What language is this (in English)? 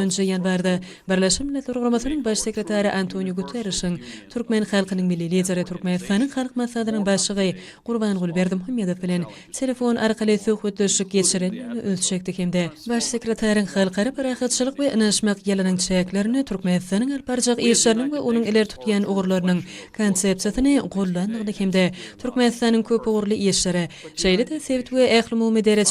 Turkmen